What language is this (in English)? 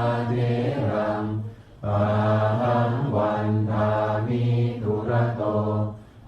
Pali